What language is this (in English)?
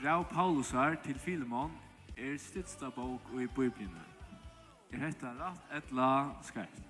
Faroese